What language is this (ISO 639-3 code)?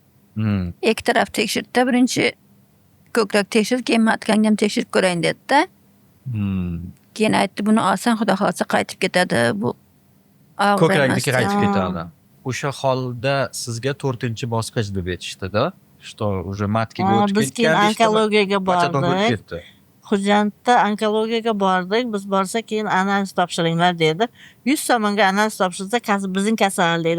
uzb